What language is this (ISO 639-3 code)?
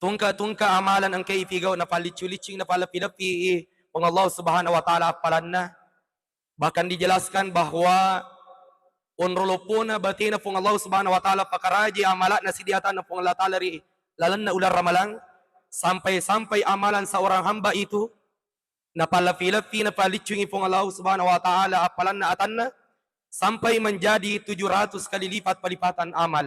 bug